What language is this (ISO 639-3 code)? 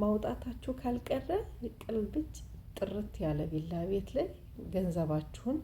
amh